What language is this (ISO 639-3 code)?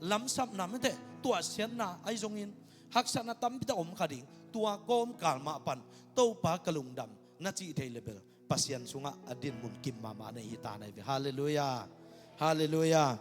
ctd